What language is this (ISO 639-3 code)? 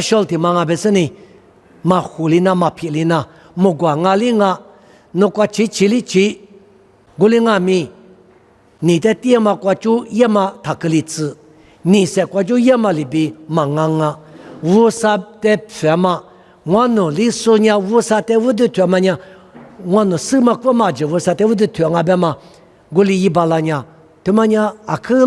lis